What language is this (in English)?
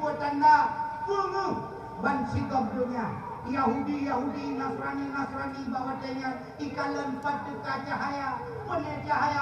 Achinese